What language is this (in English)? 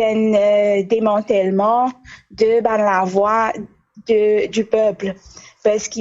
Morisyen